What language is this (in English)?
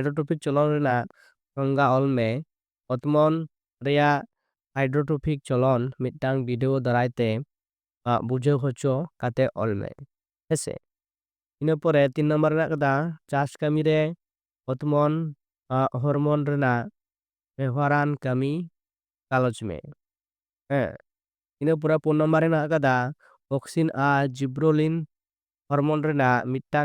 Santali